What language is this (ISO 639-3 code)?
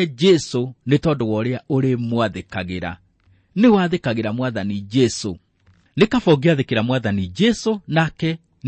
kik